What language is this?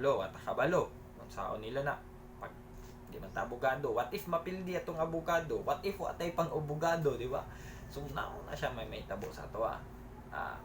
Cebuano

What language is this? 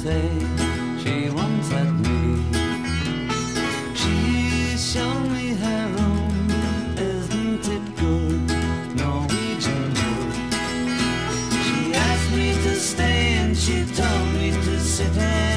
English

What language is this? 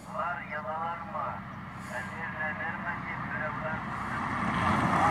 Bashkir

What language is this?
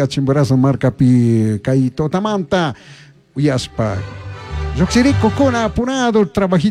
Chimborazo Highland Quichua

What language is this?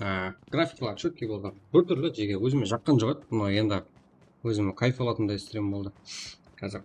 Kara-Kalpak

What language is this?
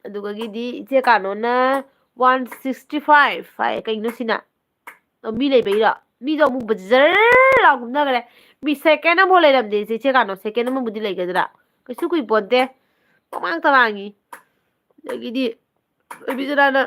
Manipuri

